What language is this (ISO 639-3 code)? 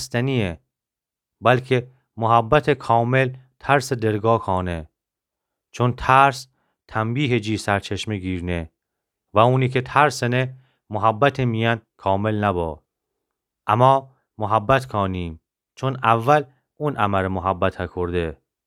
glk